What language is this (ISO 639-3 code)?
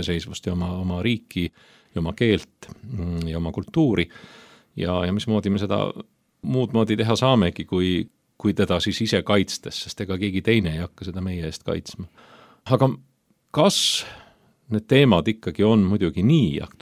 est